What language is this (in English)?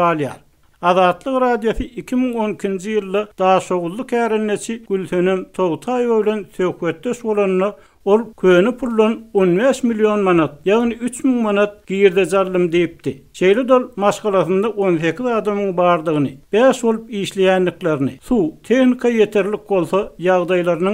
Turkmen